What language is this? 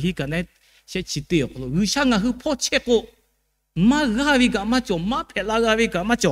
Lahu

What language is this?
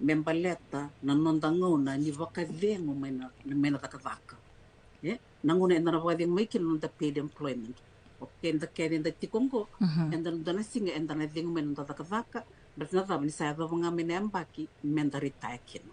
Fijian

